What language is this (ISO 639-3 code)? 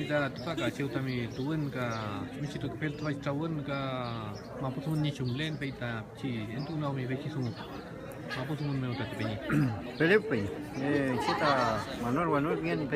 arn